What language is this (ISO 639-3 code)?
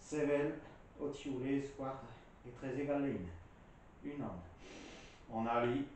bre